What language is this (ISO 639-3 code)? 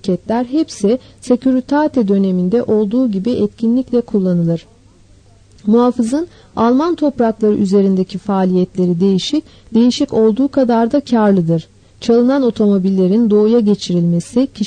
tur